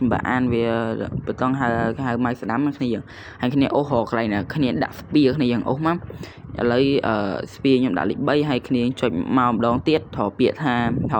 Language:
Khmer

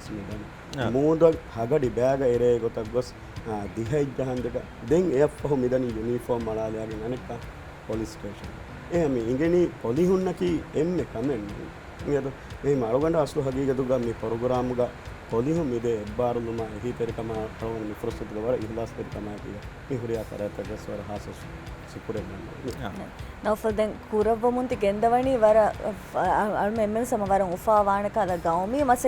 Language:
Divehi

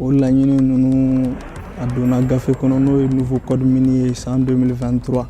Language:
Bambara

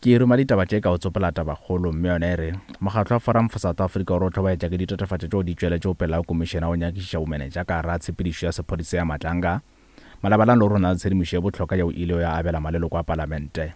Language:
Northern Sotho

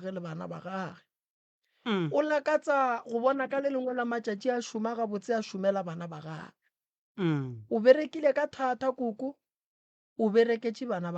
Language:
Northern Sotho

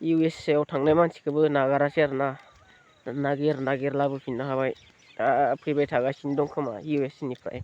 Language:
Bodo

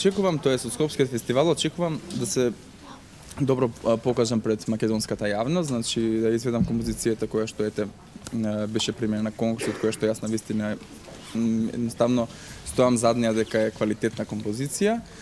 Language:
Macedonian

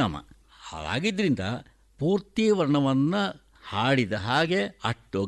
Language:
Kannada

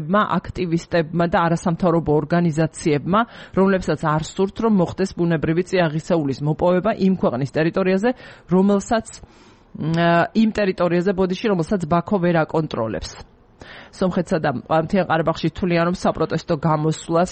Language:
Georgian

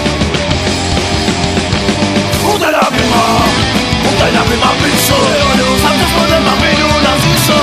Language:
Greek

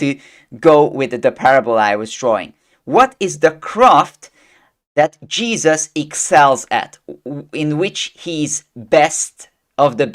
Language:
English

